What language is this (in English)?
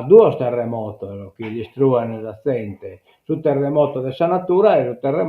Sardinian